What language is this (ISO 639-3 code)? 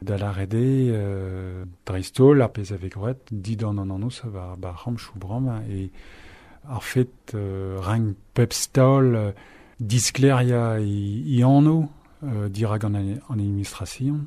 bre